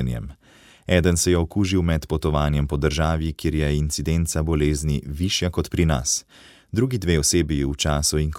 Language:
Slovenian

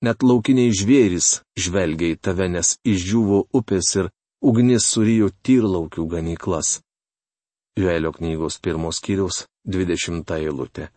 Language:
Lithuanian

